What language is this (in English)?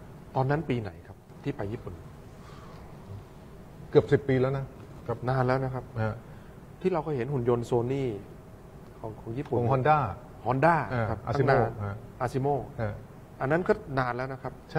Thai